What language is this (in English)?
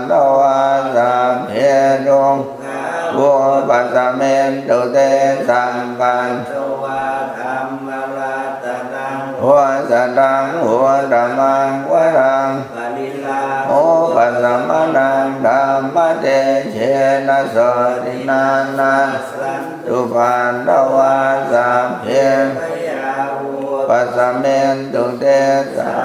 Pali